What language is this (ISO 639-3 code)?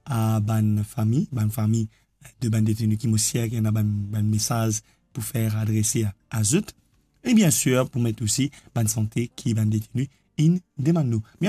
mfe